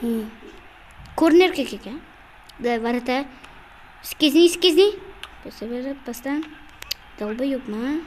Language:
Uzbek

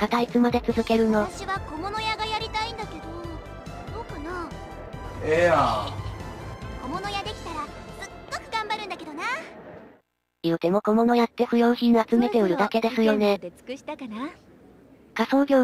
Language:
Japanese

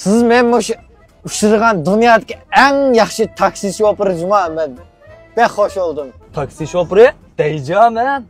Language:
Uyghur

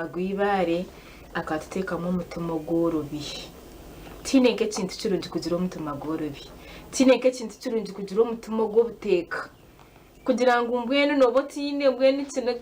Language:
Nyankole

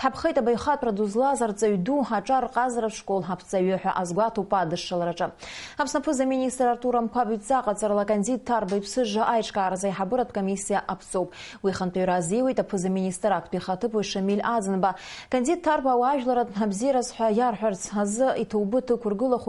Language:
Abkhazian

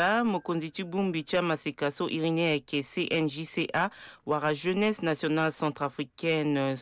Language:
Sango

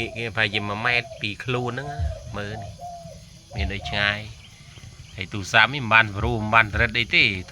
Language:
Khmer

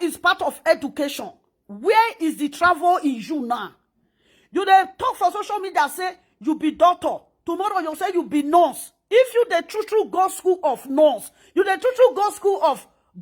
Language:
Nigerian Pidgin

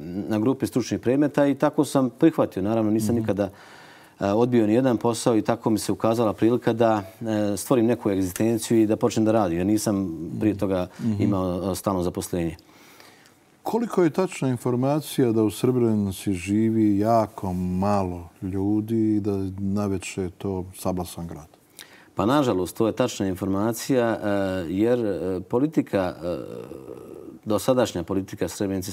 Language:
Bosnian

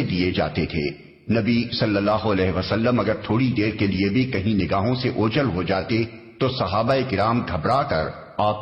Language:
Urdu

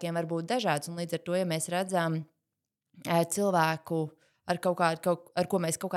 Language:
Latvian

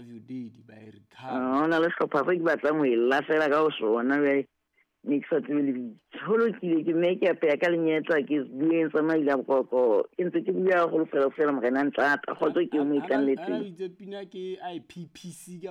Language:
Southern Sotho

